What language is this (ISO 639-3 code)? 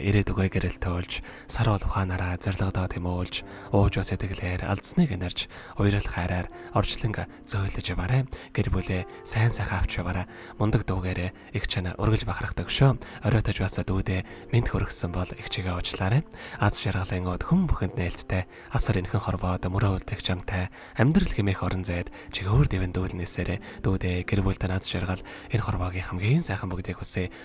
mon